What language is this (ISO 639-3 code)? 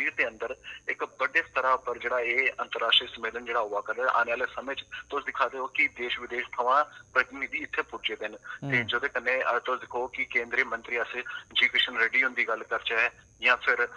doi